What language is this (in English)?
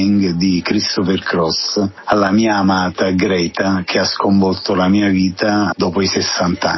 Italian